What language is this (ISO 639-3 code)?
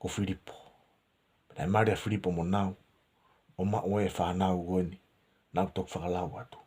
ton